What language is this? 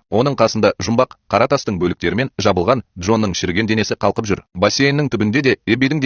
Kazakh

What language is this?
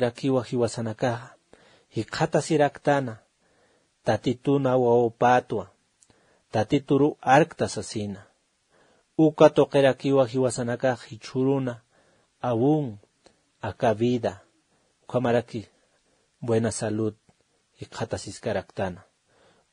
Aymara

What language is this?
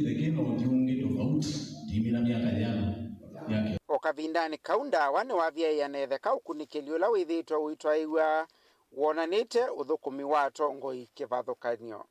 Kamba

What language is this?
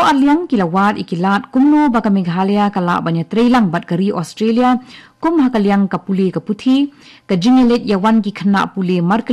Khasi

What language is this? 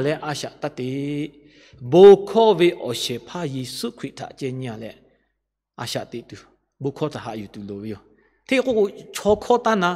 Lahu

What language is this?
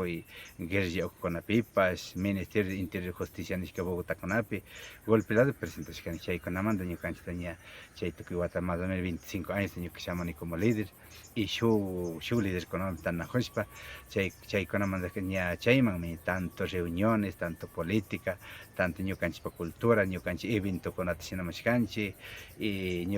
Imbabura Highland Quichua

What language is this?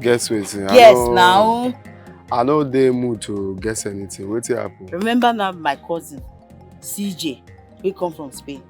Nigerian Pidgin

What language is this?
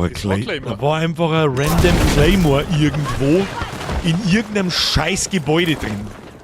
Bavarian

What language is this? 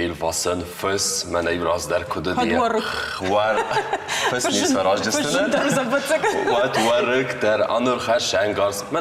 Ossetic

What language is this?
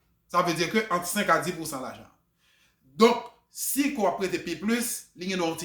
Haitian Creole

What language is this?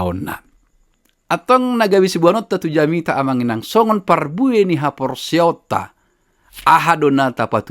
Batak Toba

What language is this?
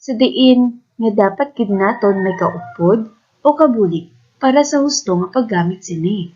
Hiligaynon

